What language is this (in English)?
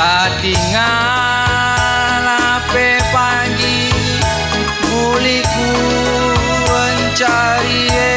Batak Karo